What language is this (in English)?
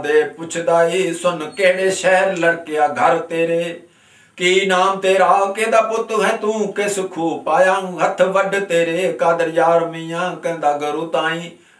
Punjabi